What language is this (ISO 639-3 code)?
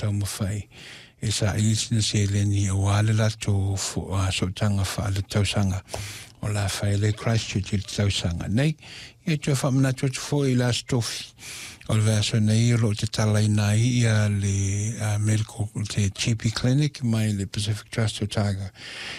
smo